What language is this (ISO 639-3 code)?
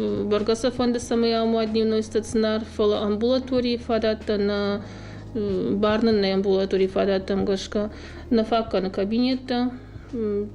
oss